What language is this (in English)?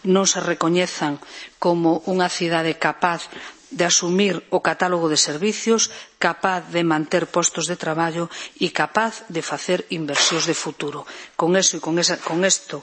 Galician